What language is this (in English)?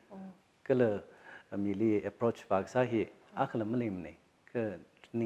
Tangkhul Naga (India)